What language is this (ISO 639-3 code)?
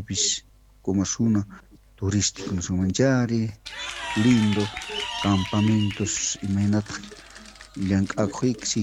quh